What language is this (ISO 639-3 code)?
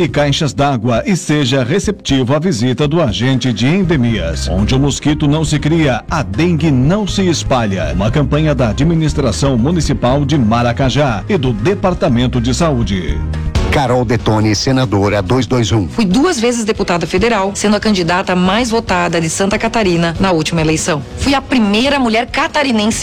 por